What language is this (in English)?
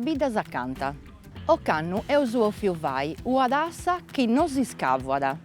Sardinian